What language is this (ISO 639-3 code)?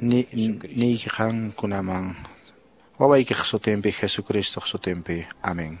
que